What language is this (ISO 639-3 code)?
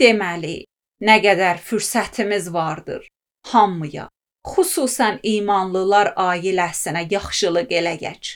aze